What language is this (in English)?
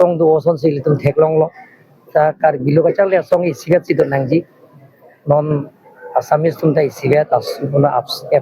Karbi